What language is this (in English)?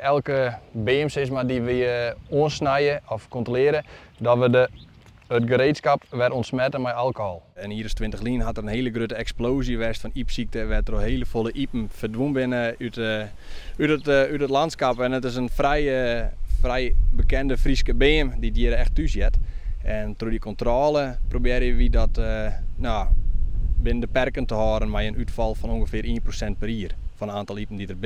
Western Frisian